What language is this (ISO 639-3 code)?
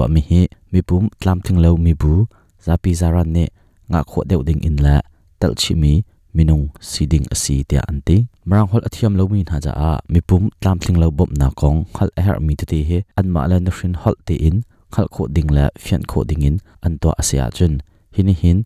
cnh